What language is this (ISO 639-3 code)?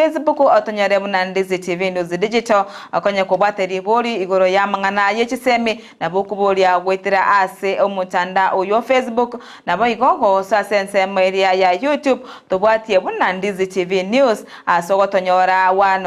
guz